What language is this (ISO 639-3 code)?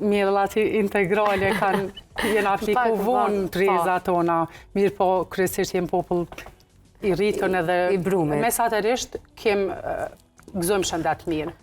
sqi